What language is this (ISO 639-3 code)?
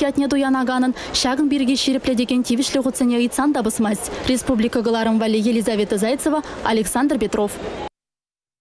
chv